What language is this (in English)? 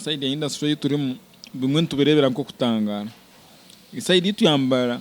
Nyankole